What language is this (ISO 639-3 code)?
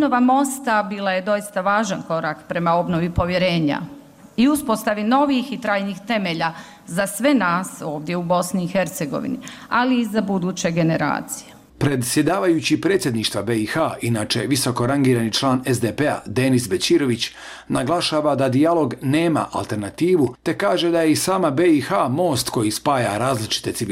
bos